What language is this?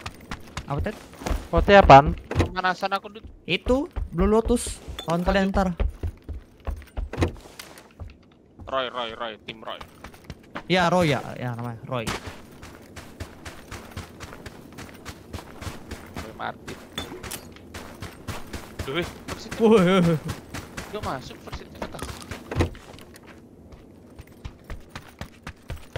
Indonesian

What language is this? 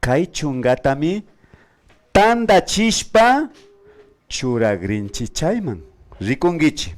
Imbabura Highland Quichua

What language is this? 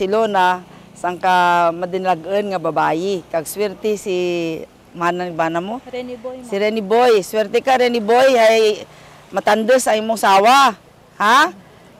Kinaray-a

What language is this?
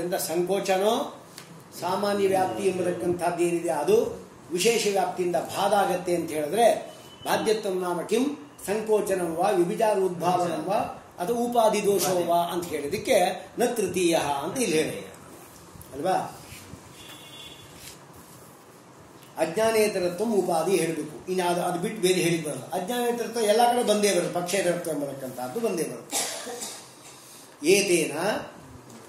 Kannada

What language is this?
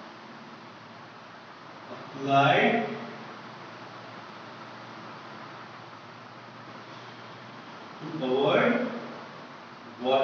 Hindi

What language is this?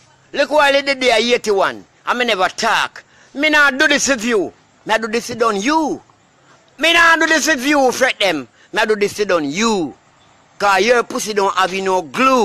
Jamaican Creole English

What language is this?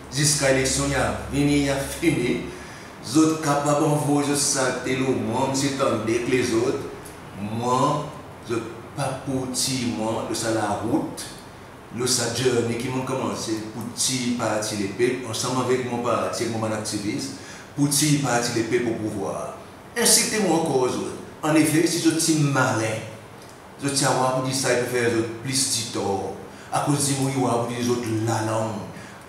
Seselwa Creole French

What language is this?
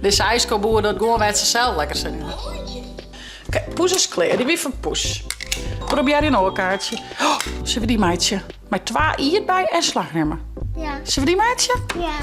Western Frisian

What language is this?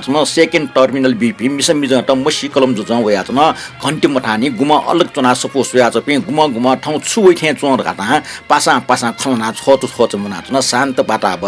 Newari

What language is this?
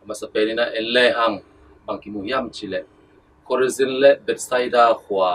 Tedim Chin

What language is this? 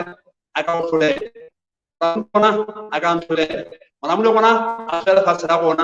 Southern Sotho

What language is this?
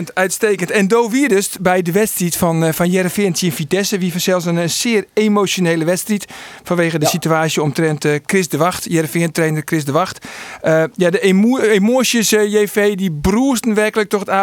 Western Frisian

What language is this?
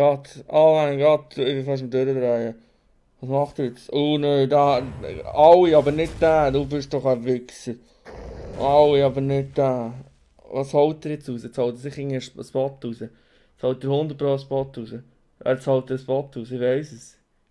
Swiss German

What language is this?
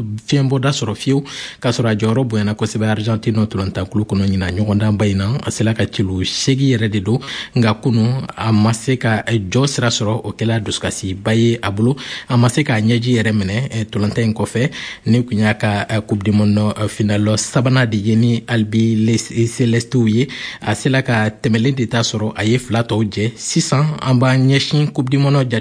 Bambara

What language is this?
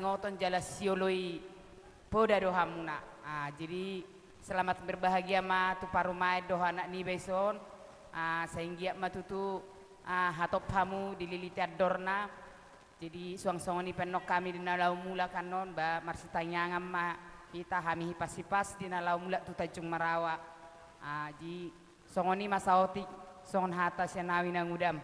Batak Toba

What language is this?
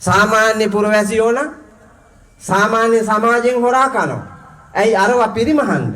Sinhala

